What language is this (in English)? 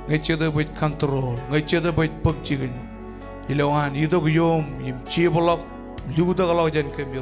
Marshallese